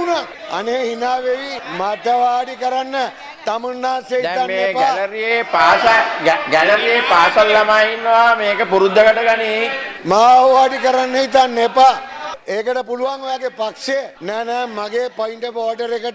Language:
Sinhala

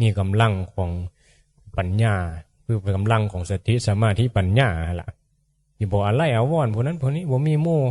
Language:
Northeastern Thai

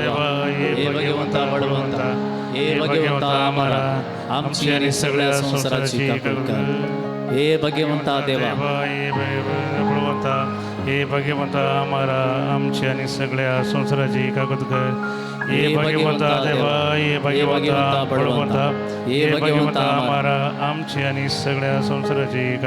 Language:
Konkani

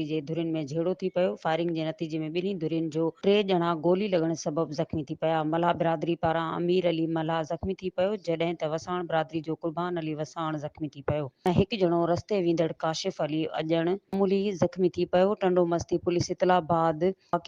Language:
Sindhi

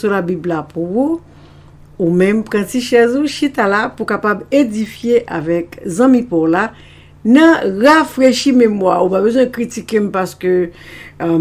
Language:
Haitian Creole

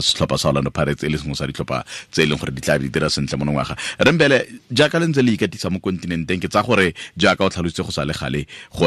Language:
Tswana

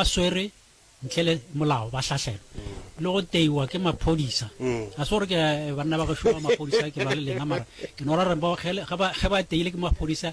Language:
Northern Sotho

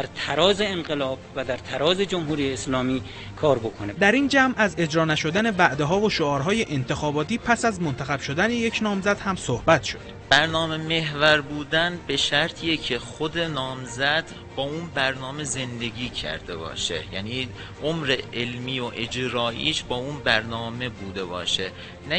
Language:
Persian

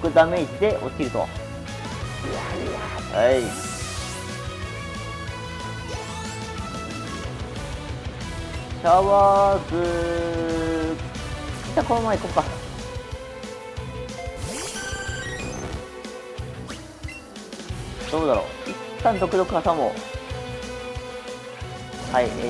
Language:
Japanese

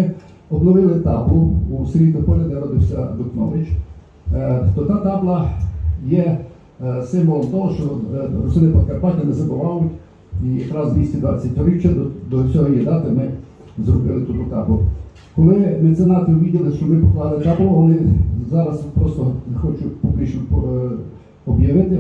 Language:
Rusyn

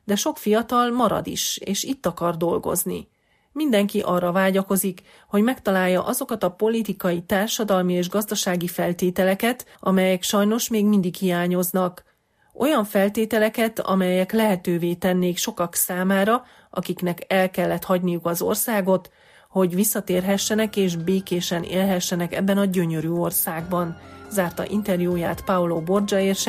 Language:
Hungarian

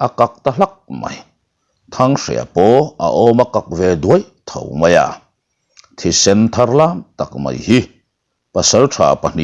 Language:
Mizo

